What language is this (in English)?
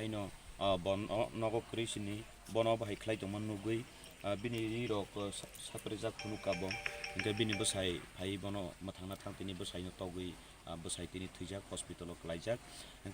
Kok Borok